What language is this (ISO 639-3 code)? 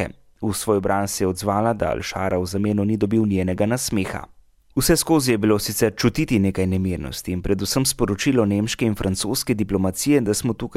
slv